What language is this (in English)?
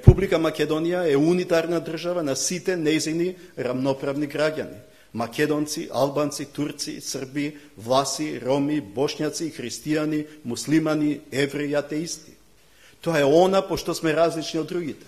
Macedonian